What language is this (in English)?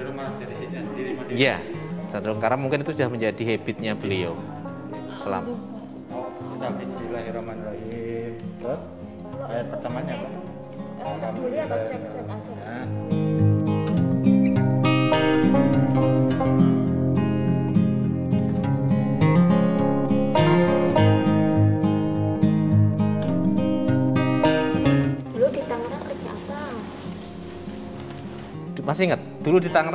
Indonesian